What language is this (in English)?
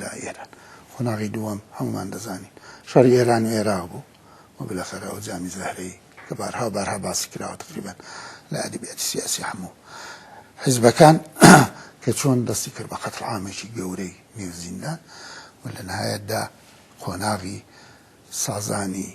Central Kurdish